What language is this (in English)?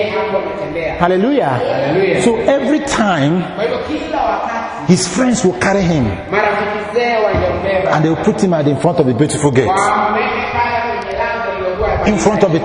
Swahili